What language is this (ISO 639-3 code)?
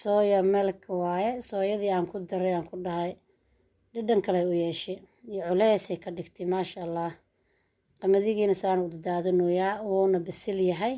som